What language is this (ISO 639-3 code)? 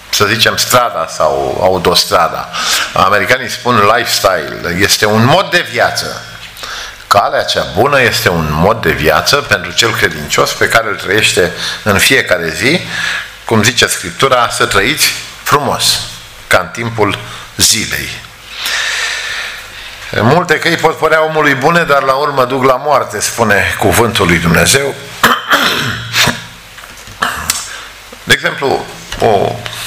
ron